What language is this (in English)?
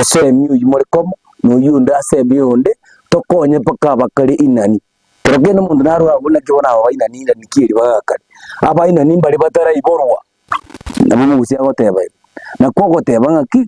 Gusii